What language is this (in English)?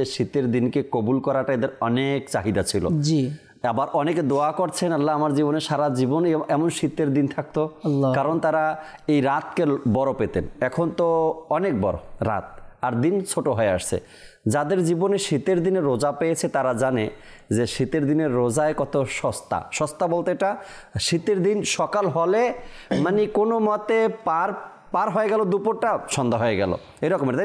Bangla